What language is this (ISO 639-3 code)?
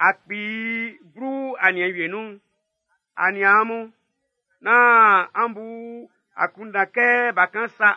bci